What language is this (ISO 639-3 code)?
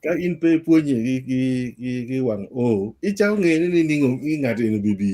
ach